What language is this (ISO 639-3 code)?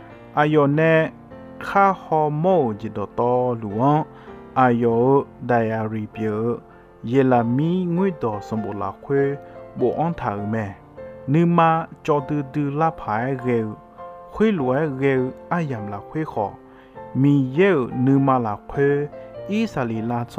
ahk